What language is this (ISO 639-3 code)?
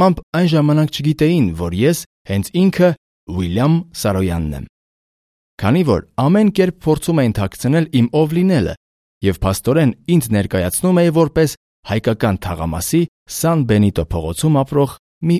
hye